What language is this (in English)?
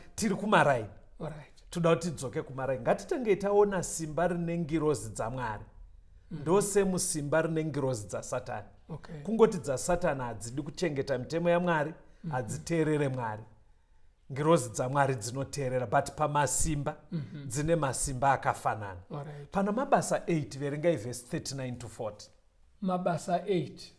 Shona